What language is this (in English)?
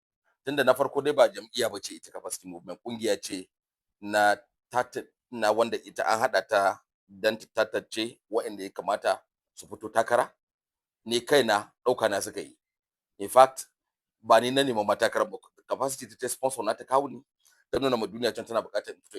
Hausa